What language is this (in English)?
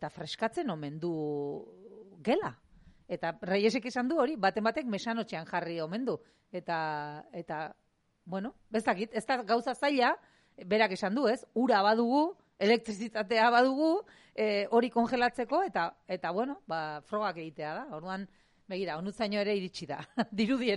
Basque